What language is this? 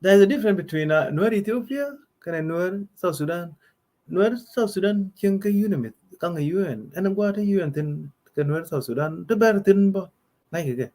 Nuer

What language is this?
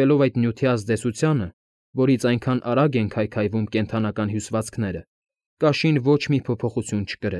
Armenian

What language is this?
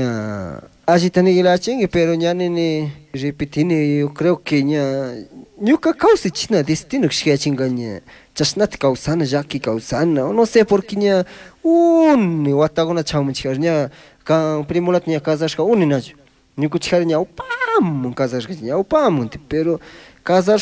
Chimborazo Highland Quichua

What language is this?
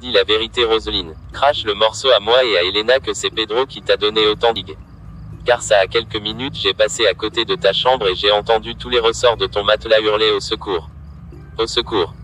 Haitian Creole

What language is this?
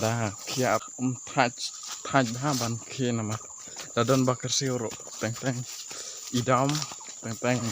Khasi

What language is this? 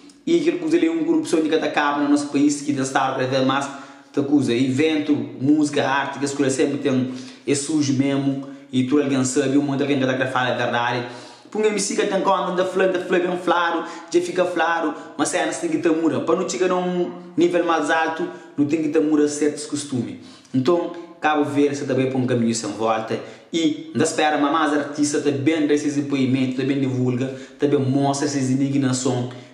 Kabuverdianu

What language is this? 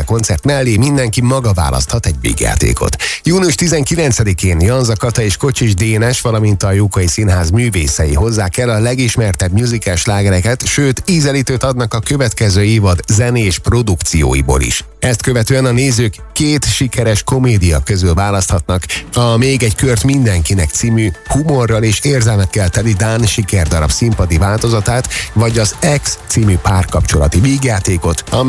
Hungarian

